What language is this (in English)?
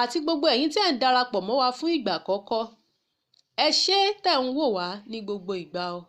Yoruba